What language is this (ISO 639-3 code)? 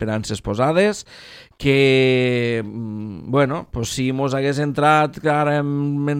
cat